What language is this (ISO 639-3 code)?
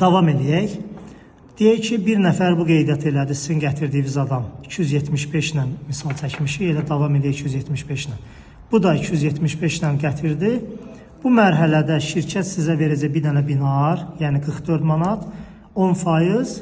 aze